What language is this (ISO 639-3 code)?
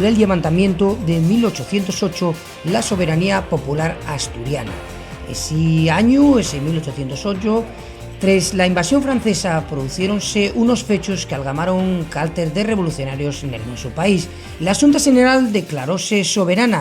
ast